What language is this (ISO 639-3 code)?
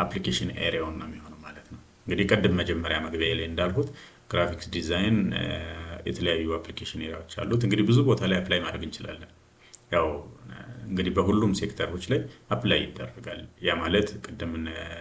amh